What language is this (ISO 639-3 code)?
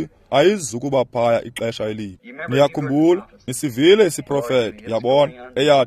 xho